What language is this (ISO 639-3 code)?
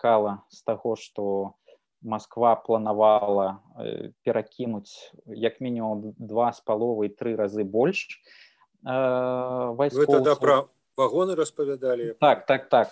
bel